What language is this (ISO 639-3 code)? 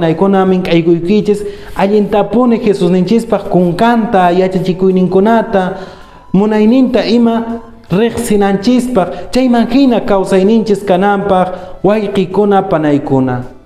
que